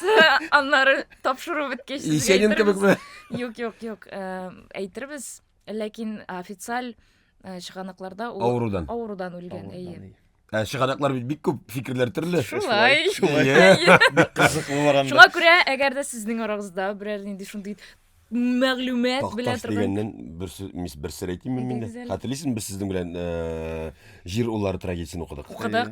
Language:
Tatar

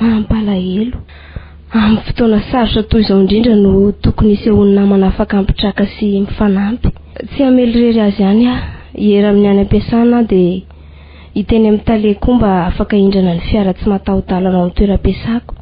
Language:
Malagasy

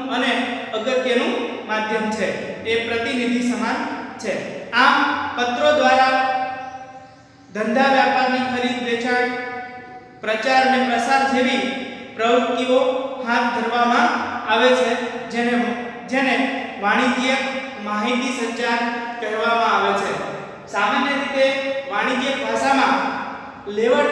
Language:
Gujarati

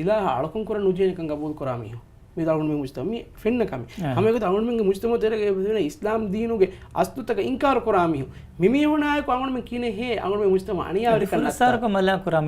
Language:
Divehi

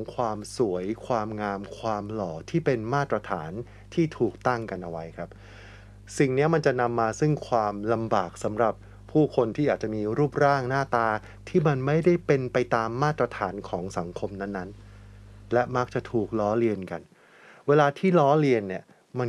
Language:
Thai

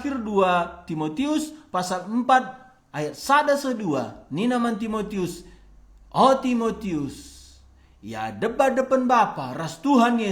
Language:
Batak Karo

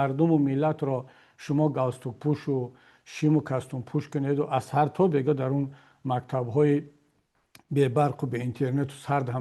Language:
Tajik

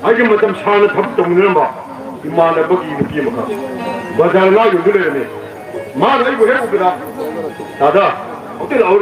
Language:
Manipuri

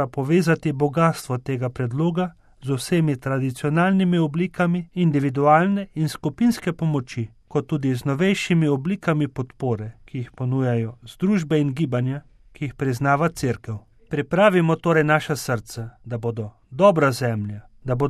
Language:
Slovenian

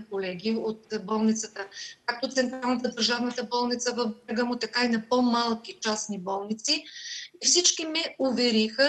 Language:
Bulgarian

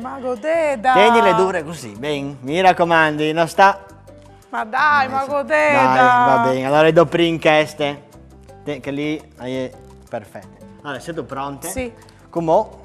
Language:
Friulian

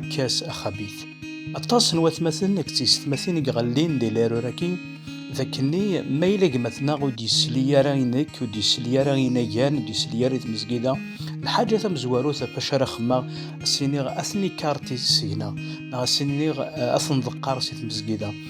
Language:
Kabyle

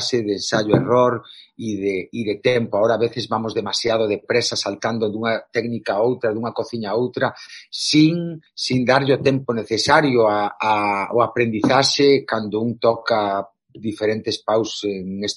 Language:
Galician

